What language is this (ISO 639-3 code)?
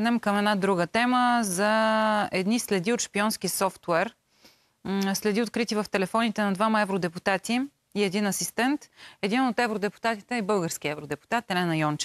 bul